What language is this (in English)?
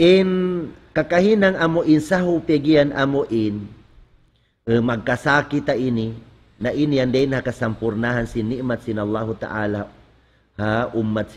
Tausug